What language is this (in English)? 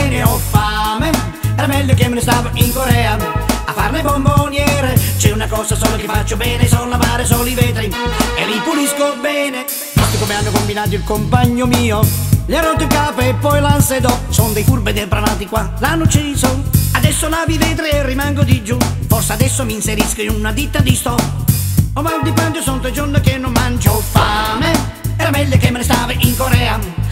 Italian